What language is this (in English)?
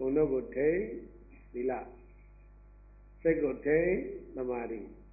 Burmese